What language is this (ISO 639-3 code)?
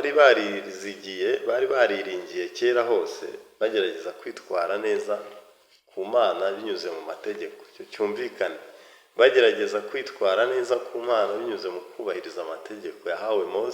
kin